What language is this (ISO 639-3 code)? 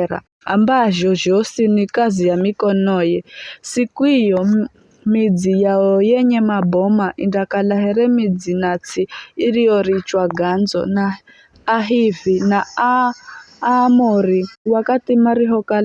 nyf